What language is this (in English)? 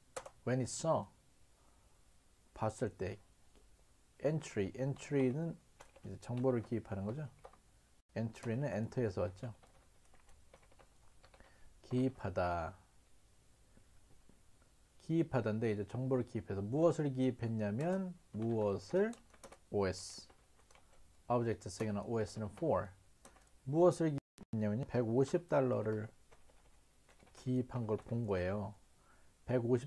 Korean